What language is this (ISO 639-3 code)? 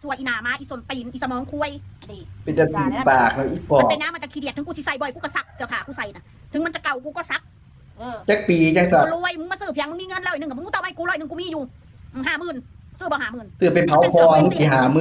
tts